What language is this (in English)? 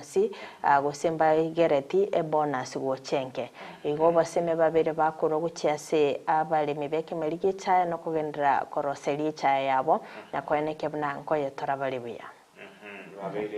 Gusii